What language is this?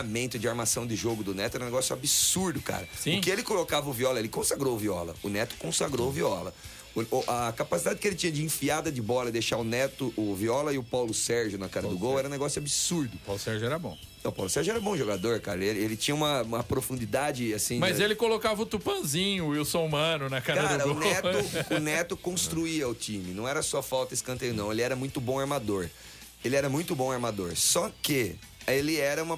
Portuguese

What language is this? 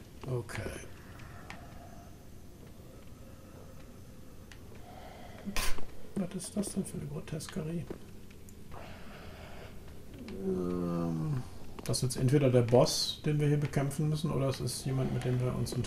German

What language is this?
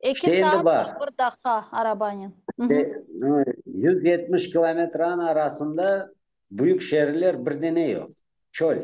Crimean Tatar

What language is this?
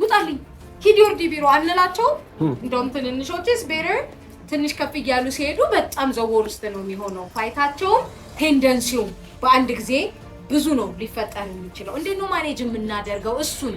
Amharic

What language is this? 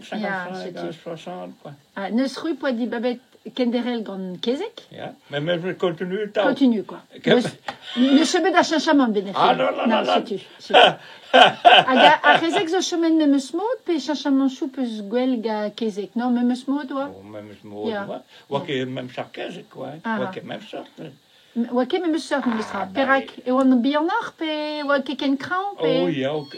Breton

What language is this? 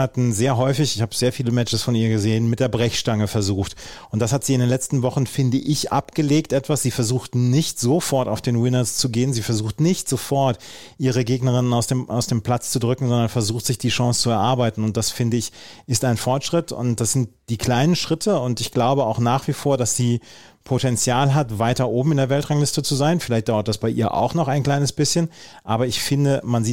German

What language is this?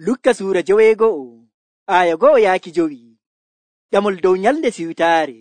Nigerian Fulfulde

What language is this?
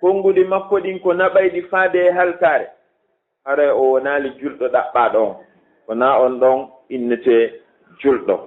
Fula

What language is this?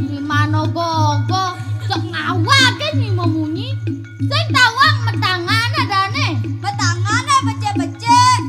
Balinese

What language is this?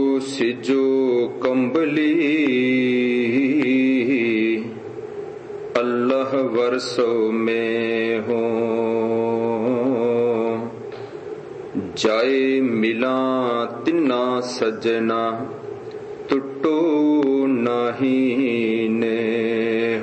Punjabi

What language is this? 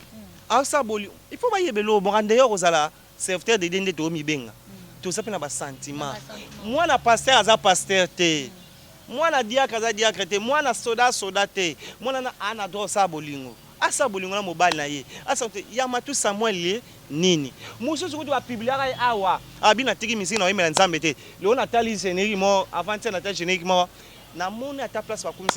Lingala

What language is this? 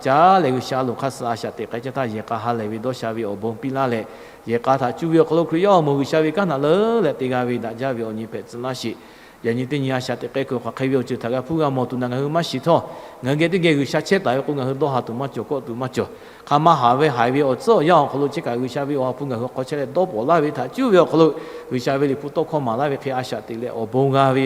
Lahu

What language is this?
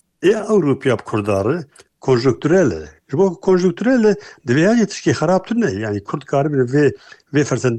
Kurdish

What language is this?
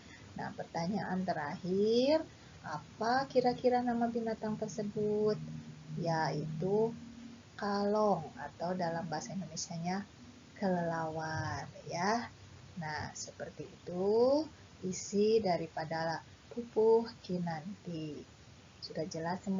Sundanese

